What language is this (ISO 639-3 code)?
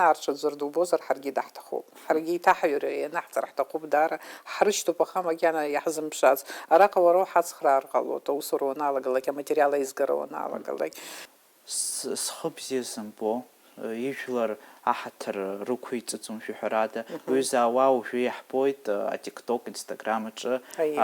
abk